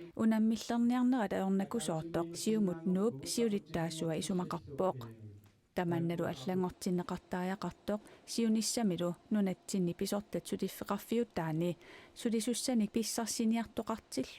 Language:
Kalaallisut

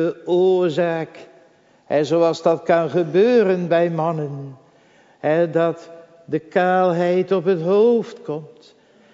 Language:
Dutch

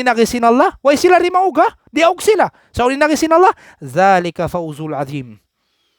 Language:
Tausug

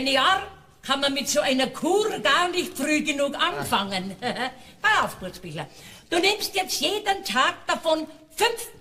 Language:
Bavarian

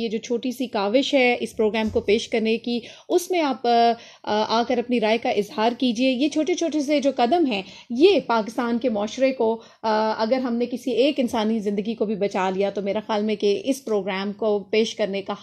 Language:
Urdu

